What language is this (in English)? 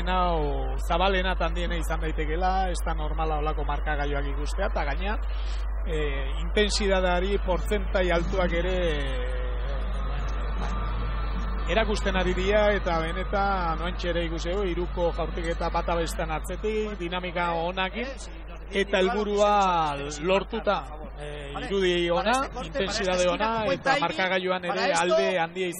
Basque